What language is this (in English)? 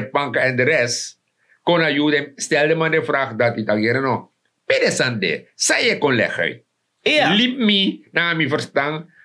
Sranan Tongo